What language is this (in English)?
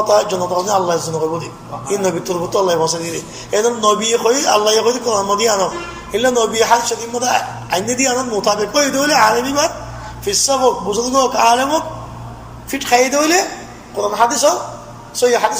Rohingya